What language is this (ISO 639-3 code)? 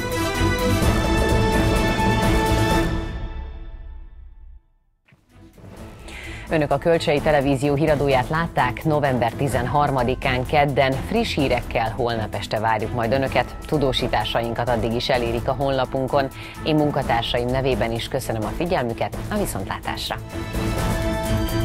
hun